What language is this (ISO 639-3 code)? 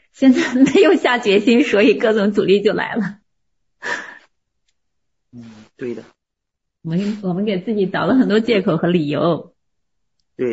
zho